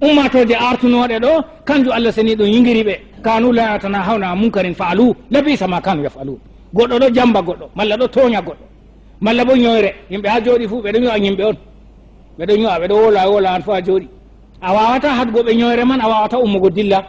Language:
Fula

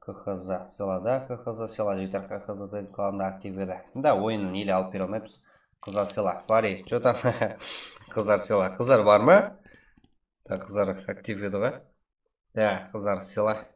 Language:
Kara-Kalpak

